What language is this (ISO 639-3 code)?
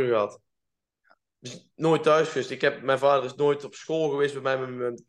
nld